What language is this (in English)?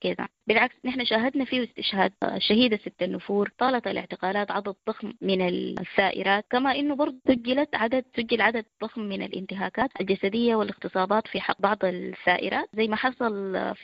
Sudanese Arabic